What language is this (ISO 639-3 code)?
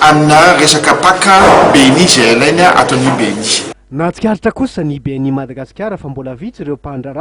mlg